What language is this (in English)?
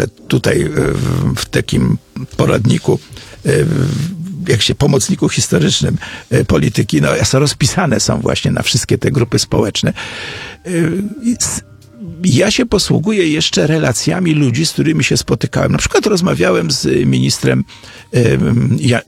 Polish